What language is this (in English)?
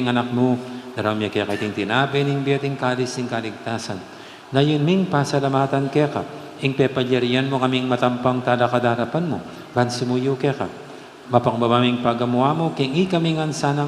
Pampanga